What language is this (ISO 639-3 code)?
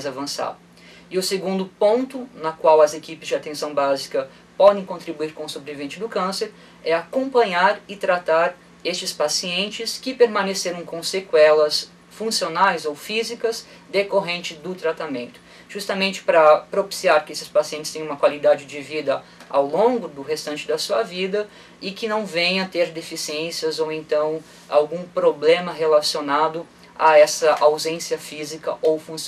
por